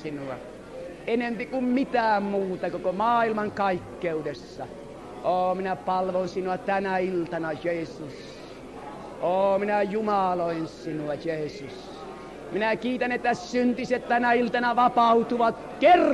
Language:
Finnish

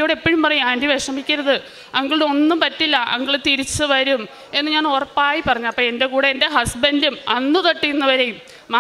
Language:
Malayalam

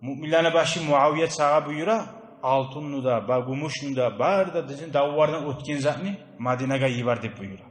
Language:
Kumyk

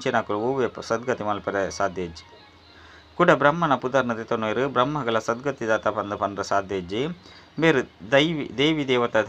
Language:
Tulu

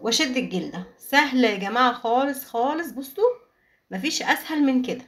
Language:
Egyptian Arabic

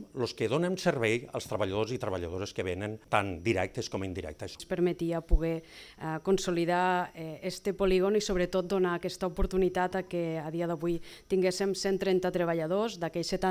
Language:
Catalan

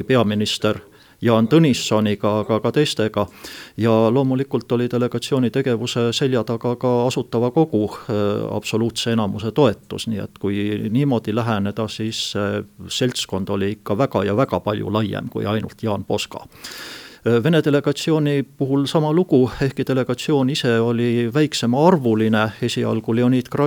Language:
Estonian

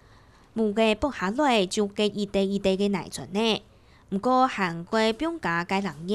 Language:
Hakka Chinese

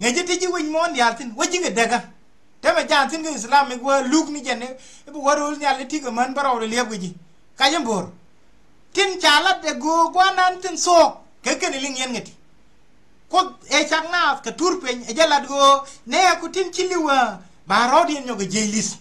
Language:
Nuer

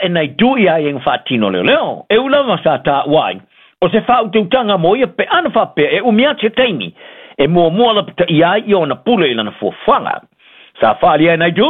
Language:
Samoan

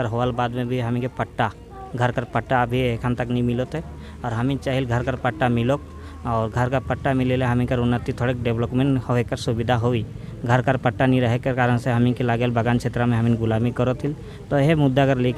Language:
Sadri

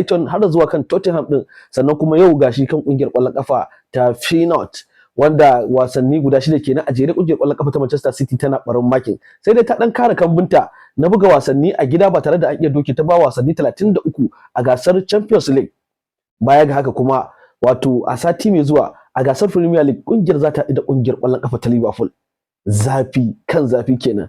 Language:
Hausa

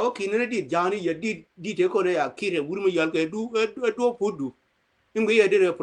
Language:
Nuer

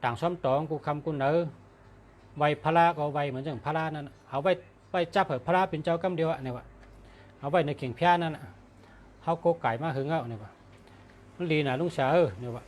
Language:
Shan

